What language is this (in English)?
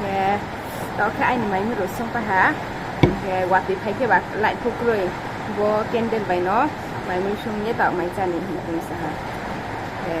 Riang (India)